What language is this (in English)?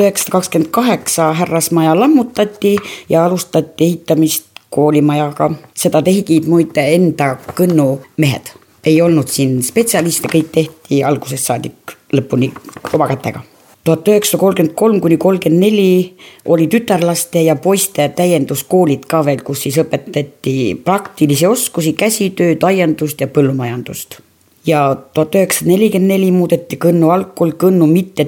Estonian